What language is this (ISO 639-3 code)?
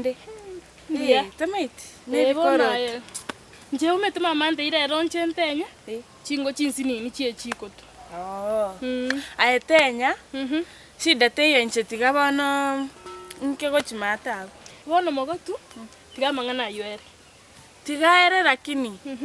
guz